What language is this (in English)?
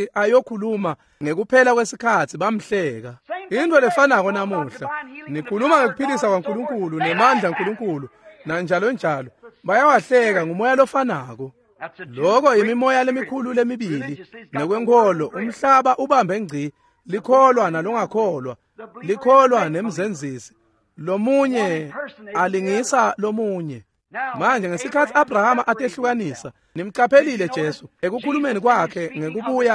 Swati